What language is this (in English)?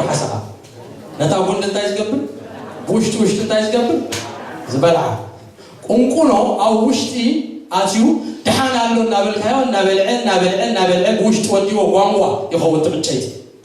Tigrinya